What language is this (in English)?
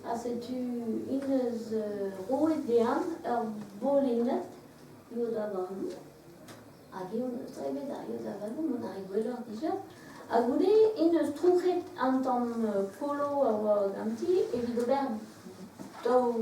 Breton